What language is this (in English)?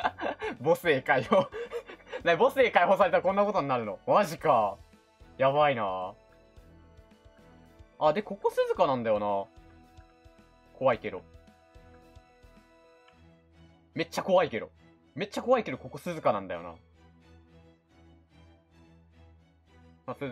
Japanese